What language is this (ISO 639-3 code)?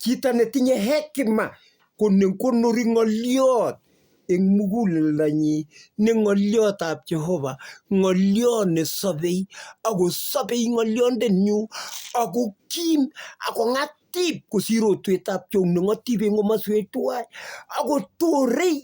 kln